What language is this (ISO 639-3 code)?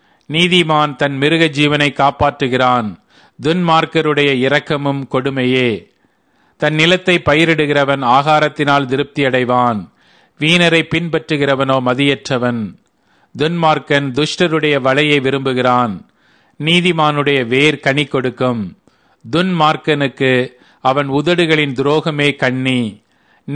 tam